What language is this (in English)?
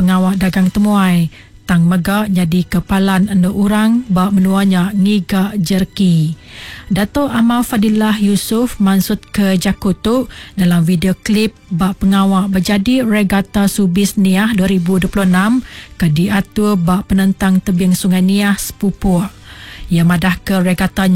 Iban